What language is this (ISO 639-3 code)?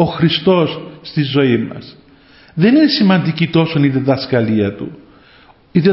ell